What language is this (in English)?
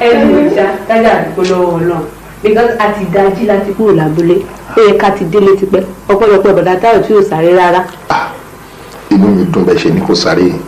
Yoruba